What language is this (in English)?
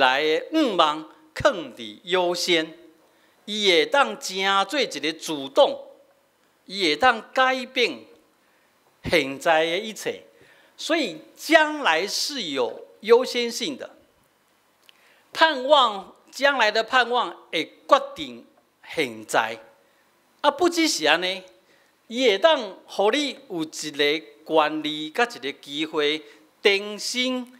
Min Nan Chinese